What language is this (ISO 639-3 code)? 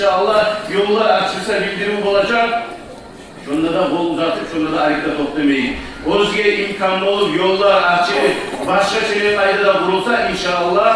kum